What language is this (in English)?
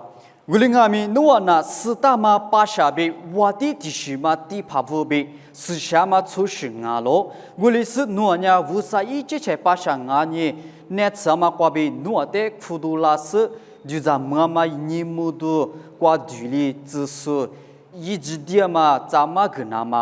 Lisu